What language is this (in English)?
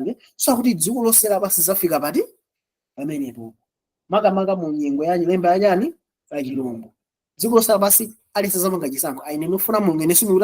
Nyanja